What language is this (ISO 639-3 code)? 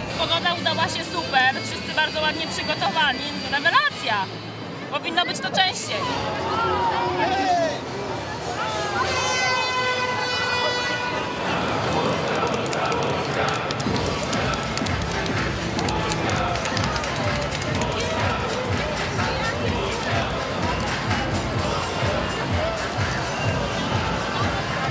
pol